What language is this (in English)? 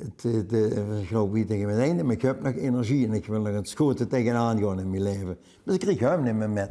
Limburgish